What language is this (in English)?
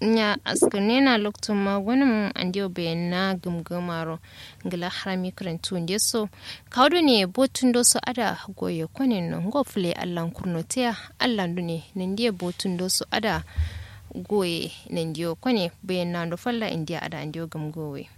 Kanuri